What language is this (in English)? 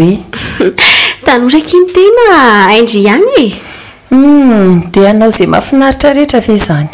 Malagasy